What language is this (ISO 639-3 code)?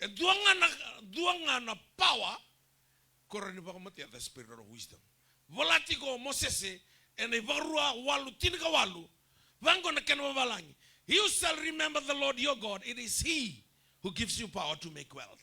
fij